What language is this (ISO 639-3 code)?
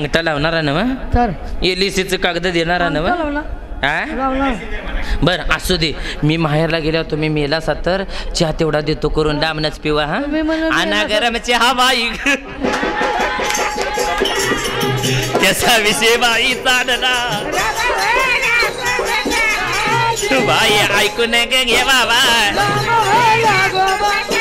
mar